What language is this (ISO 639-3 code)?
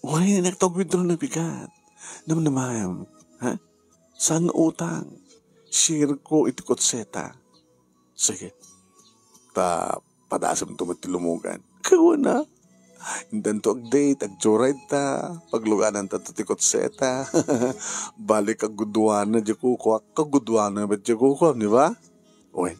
ilo